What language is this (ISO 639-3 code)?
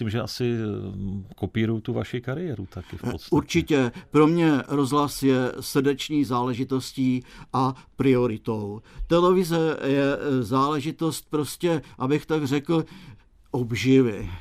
ces